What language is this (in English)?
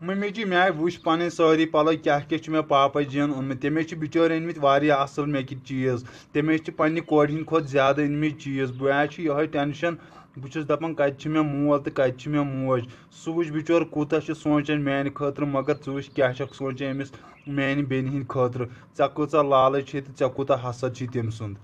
Kashmiri